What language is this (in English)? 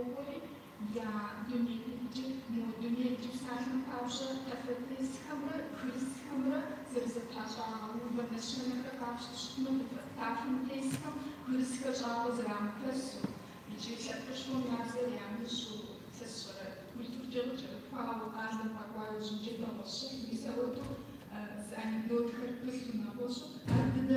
Kabardian